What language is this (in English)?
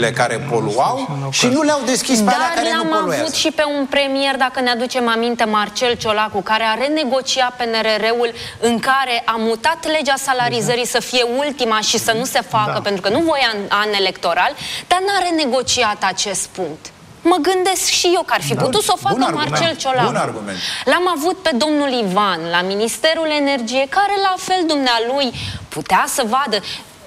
Romanian